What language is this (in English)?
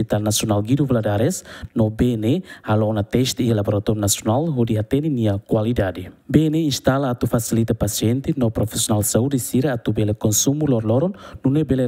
Tetum